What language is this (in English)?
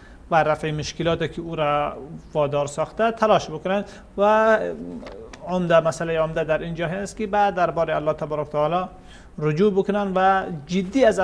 Persian